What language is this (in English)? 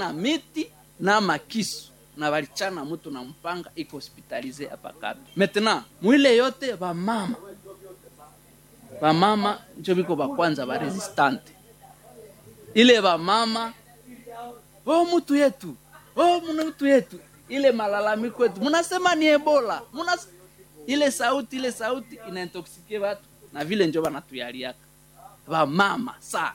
Swahili